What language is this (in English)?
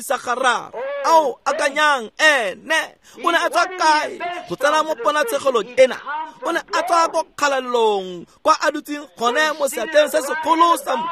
Tswana